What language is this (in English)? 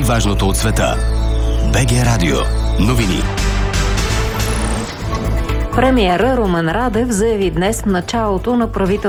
Bulgarian